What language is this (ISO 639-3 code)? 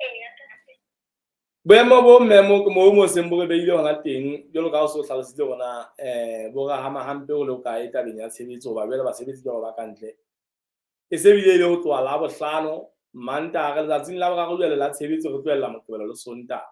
sot